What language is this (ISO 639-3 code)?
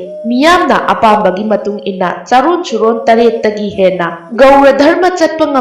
mni